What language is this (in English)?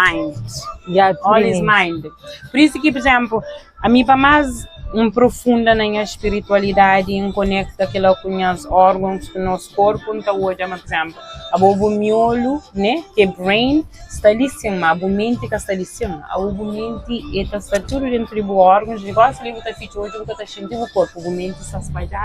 Kabuverdianu